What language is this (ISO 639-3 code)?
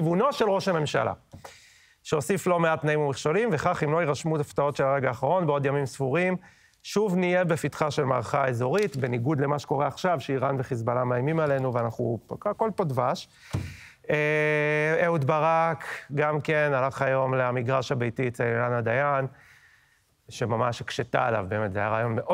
heb